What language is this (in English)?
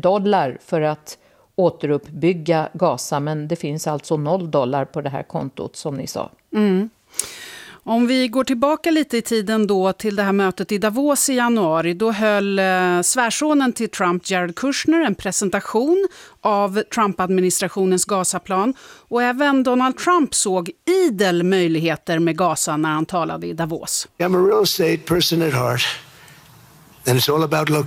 Swedish